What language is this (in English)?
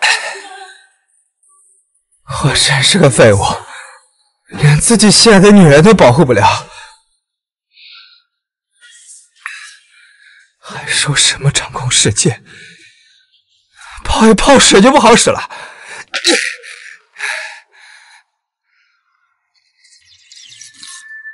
Chinese